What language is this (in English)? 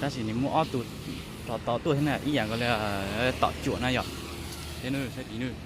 Hmong